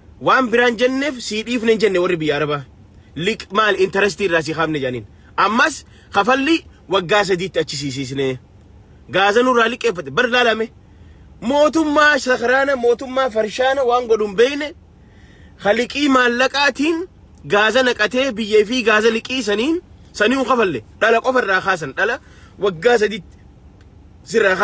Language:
Oromo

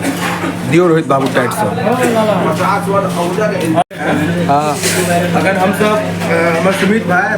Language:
Maithili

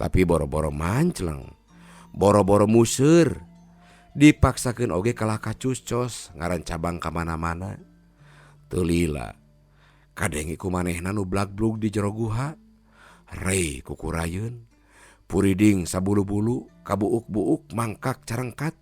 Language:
Sundanese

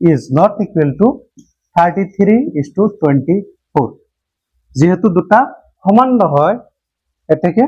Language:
Assamese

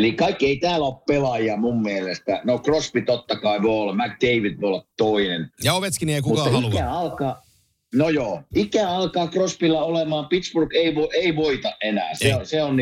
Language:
Finnish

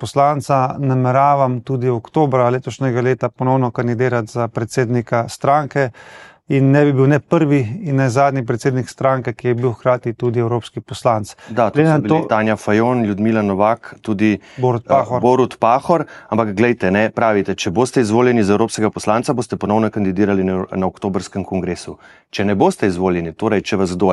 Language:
Slovenian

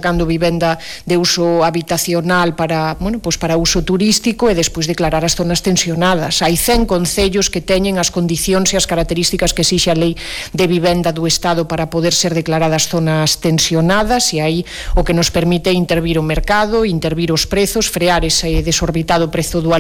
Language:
Galician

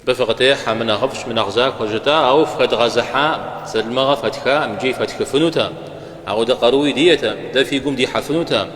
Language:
Kabardian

